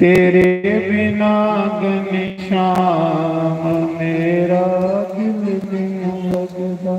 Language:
Dogri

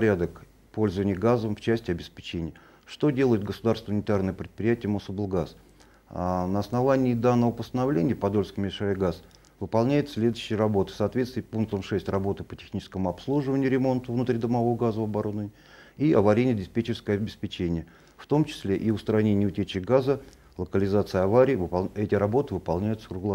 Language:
Russian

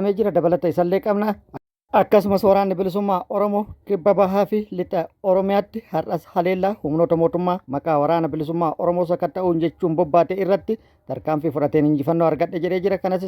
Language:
Oromo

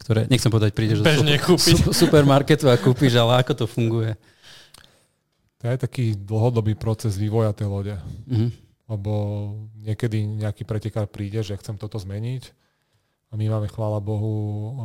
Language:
Slovak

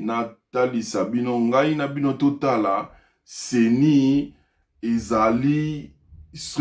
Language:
Lingala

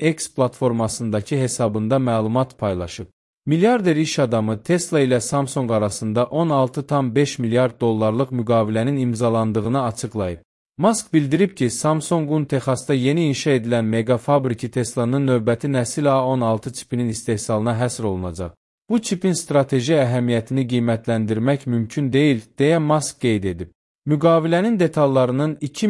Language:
Azerbaijani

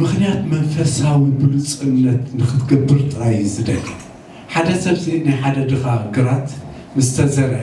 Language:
Tigrinya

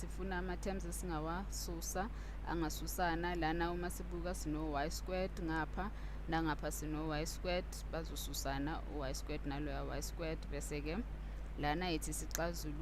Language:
Zulu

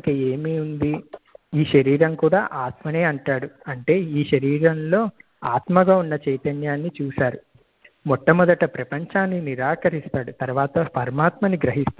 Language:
Telugu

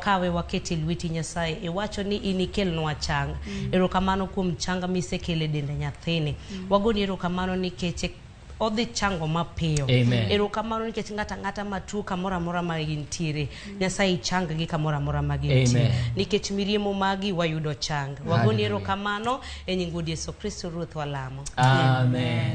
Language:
Luo (Kenya and Tanzania)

